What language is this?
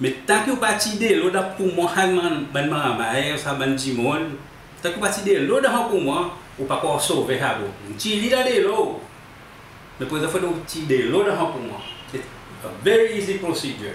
Seselwa Creole French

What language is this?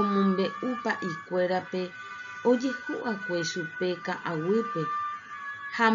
Guarani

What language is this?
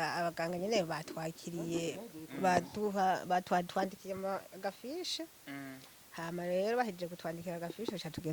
Rundi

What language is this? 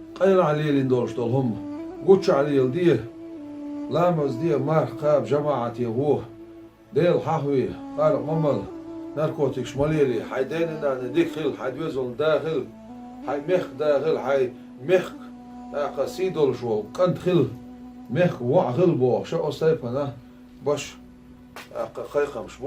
Chechen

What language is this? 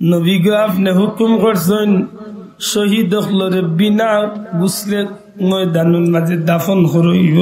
Sylheti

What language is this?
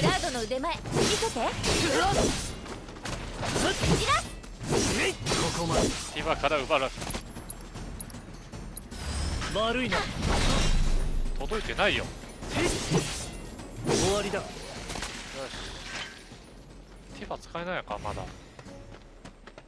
Japanese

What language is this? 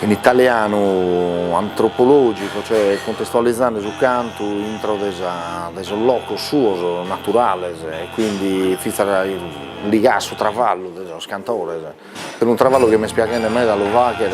Sardinian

